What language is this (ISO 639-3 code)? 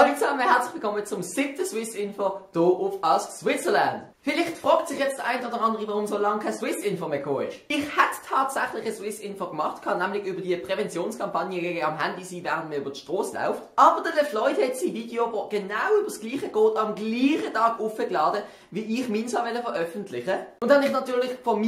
gsw